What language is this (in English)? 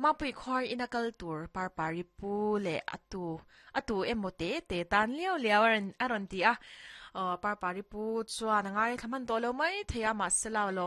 Mizo